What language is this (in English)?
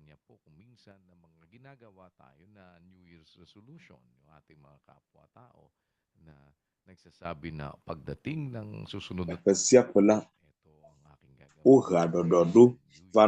Ewe